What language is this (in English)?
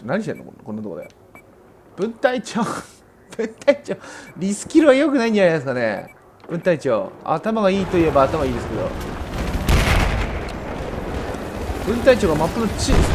Japanese